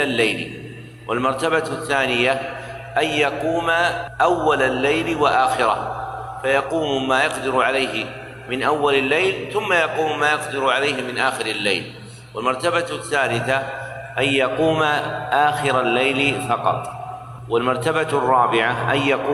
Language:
Arabic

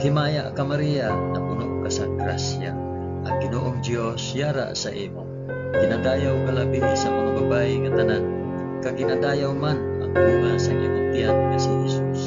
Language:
Hiligaynon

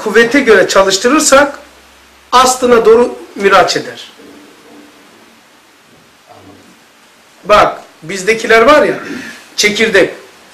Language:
Turkish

